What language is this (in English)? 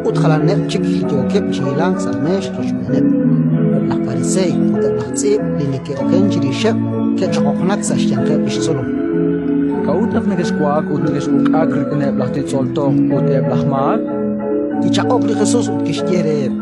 Kekchí